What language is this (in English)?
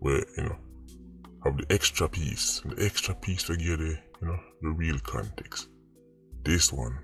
Jamaican Creole English